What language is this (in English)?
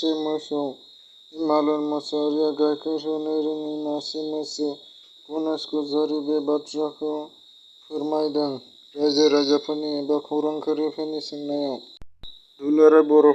Bodo